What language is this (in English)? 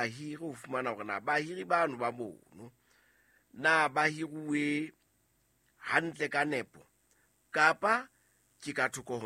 Southern Sotho